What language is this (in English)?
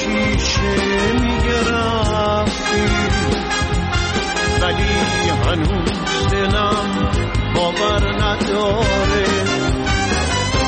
Persian